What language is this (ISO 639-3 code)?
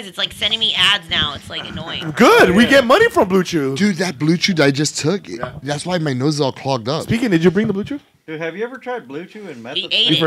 eng